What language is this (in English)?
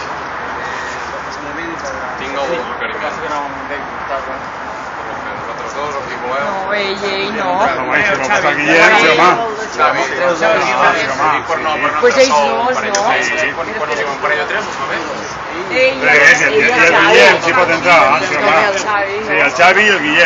Catalan